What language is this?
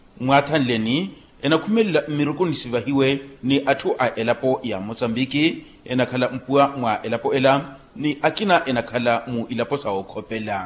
Makhuwa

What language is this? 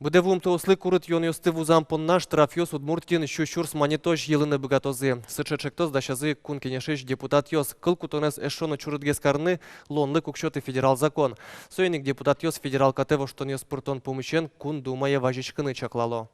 Udmurt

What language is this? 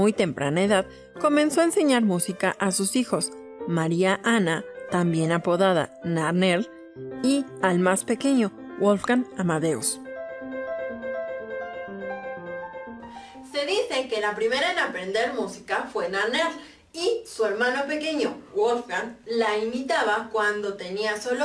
Spanish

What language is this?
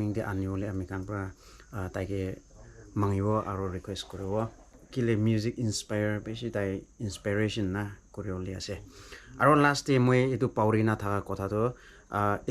Naga Pidgin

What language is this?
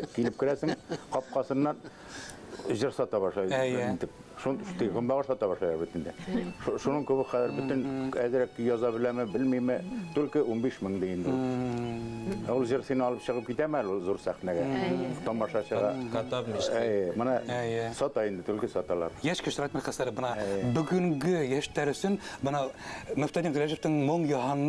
Bashkir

